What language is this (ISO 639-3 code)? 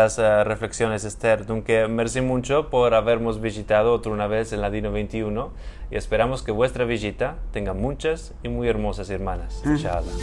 lad